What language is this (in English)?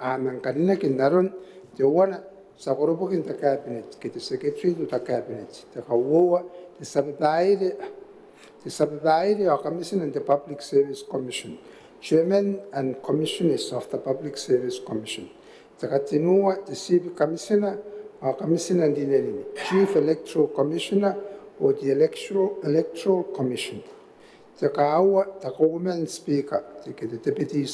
Gilbertese